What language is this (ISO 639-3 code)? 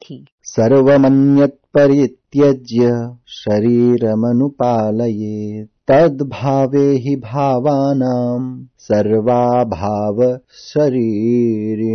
san